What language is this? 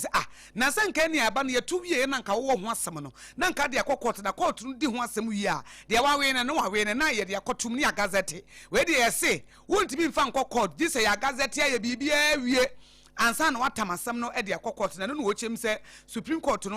Akan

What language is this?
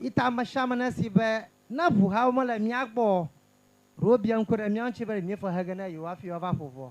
Ewe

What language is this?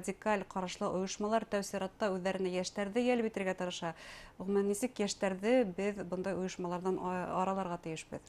Bashkir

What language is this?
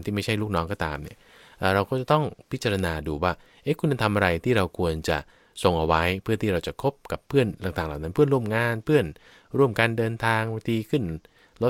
Thai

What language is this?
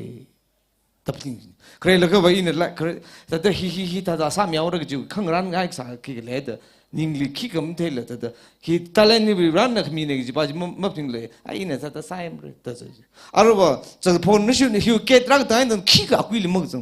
Tangkhul Naga (India)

